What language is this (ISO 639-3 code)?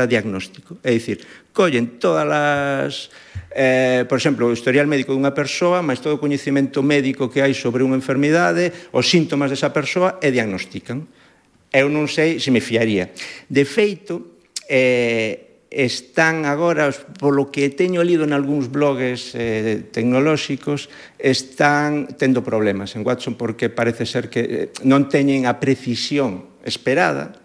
glg